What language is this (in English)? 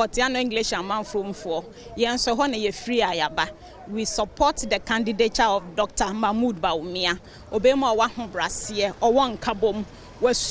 Akan